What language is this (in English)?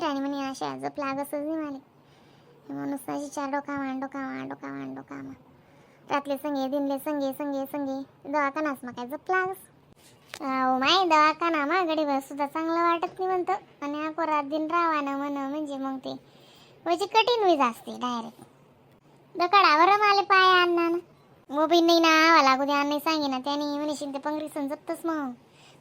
Khandesi